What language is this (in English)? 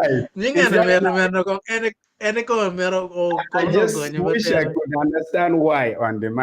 Acoli